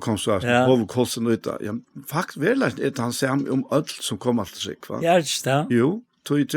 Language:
Faroese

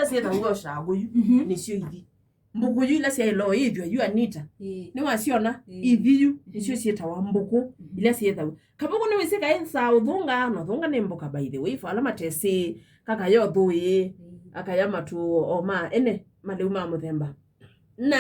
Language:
Kamba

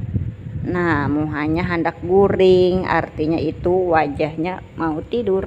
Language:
Banjar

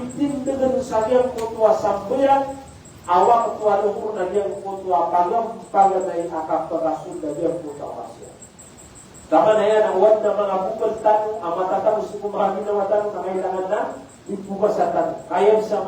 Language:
Maranao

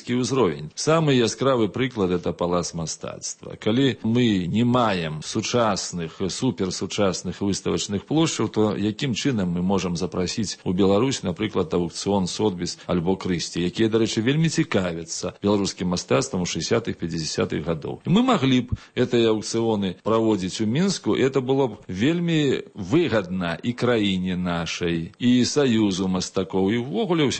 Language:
Belarusian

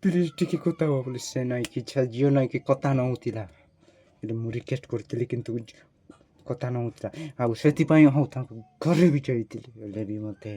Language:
Odia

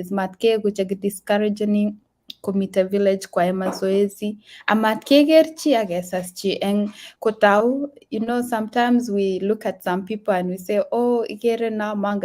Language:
Kalenjin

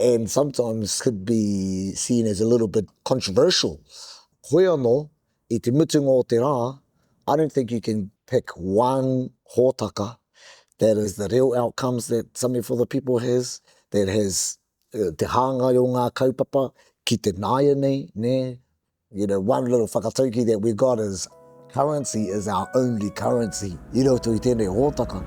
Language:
Māori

